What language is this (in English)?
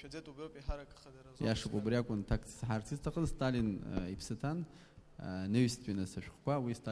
Abkhazian